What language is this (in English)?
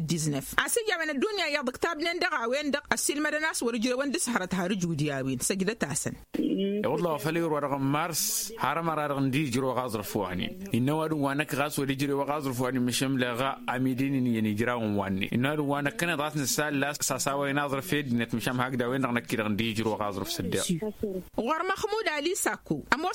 Tamasheq